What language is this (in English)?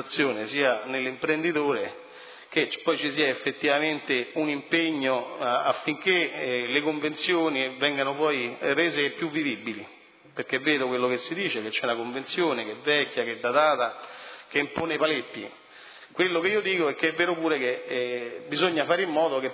Italian